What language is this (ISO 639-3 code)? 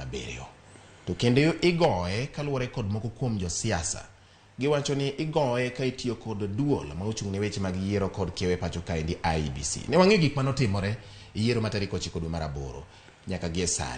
luo